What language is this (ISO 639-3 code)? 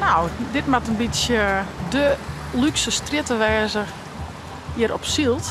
fry